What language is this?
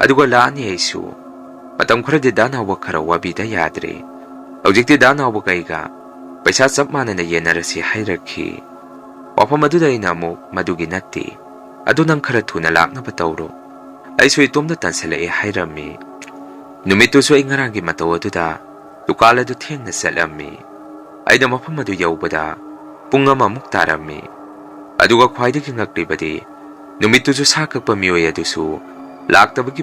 Manipuri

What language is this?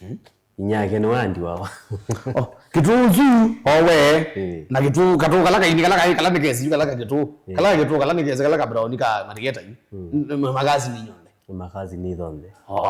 Kamba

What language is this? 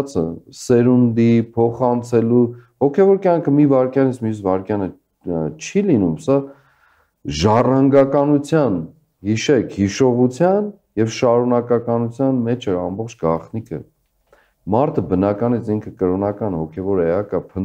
Armenian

